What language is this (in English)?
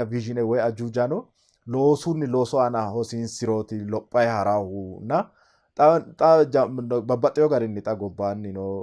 Sidamo